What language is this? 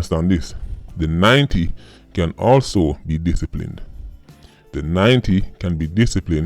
Jamaican Creole English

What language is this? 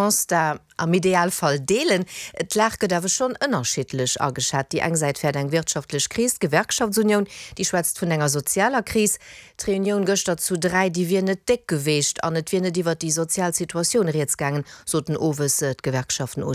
Luxembourgish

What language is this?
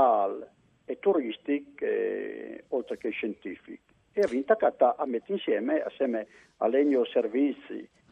Friulian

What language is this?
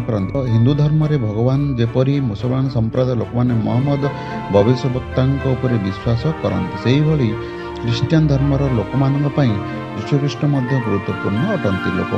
Odia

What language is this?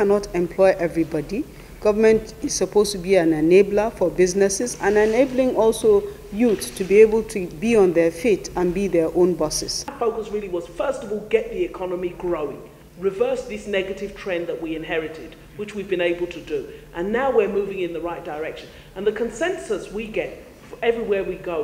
English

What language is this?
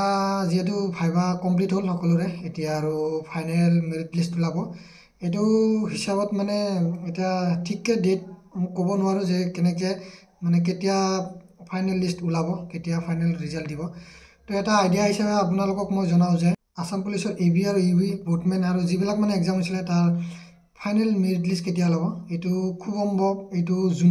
Assamese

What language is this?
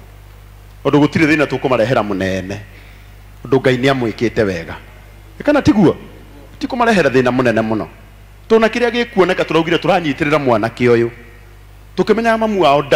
Kikuyu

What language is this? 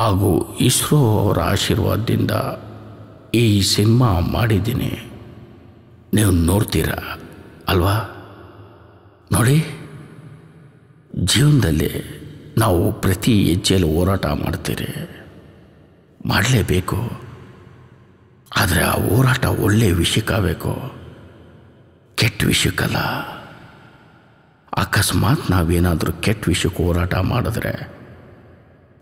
Kannada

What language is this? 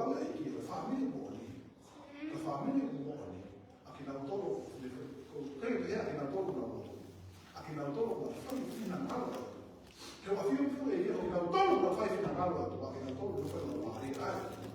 Tongan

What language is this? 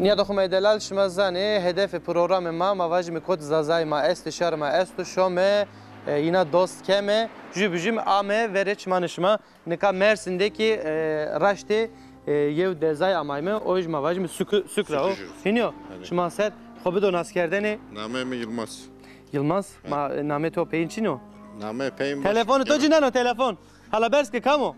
Zaza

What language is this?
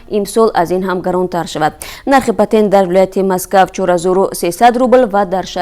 Tajik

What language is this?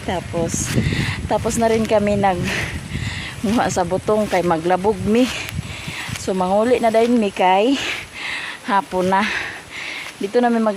Cebuano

